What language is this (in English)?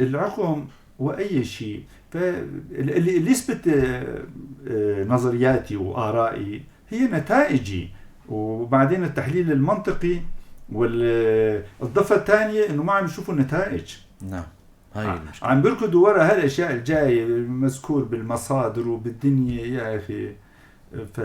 North Levantine Arabic